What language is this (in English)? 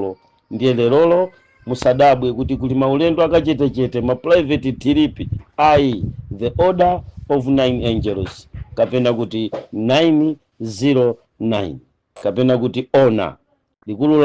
Nyanja